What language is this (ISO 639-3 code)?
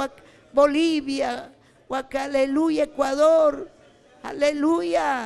quy